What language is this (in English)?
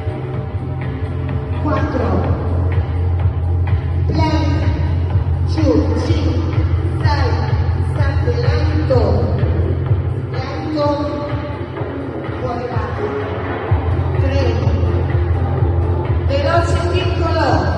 Italian